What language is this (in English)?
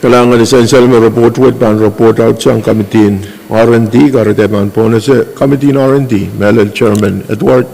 Pohnpeian